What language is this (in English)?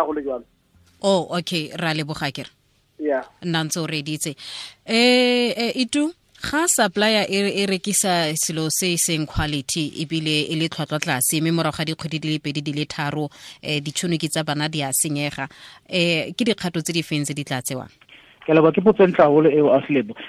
Southern Sotho